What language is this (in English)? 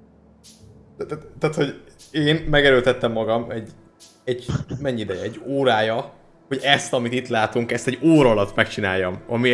Hungarian